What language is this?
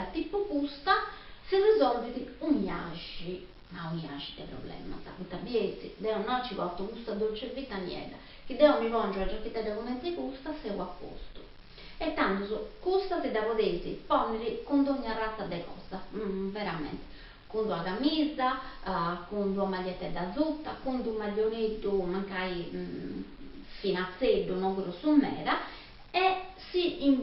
Sardinian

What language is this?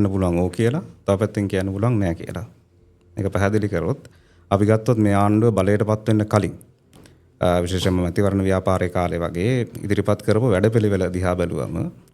Sinhala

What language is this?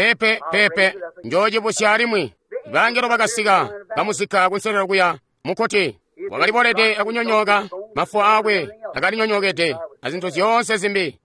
Tonga (Zambia)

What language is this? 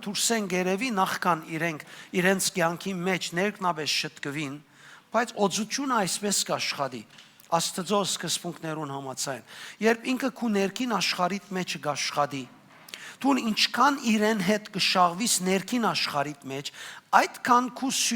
Western Armenian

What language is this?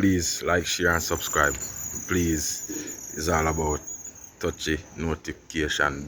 Jamaican Creole English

